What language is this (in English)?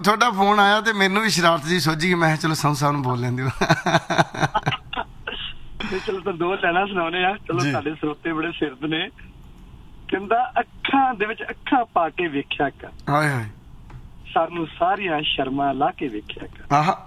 Punjabi